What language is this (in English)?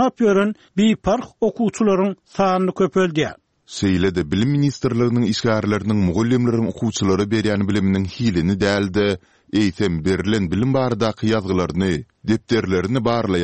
Turkmen